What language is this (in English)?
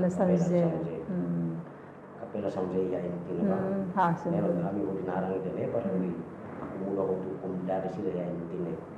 Tetum